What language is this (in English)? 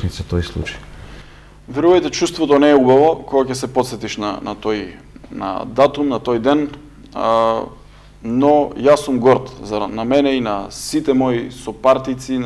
Macedonian